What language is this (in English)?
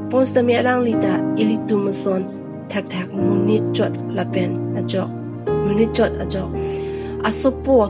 Karbi